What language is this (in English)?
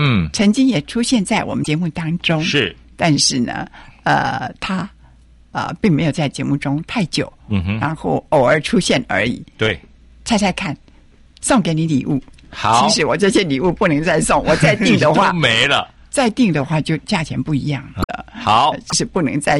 Chinese